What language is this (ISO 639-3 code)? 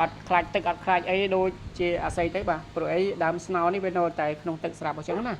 khm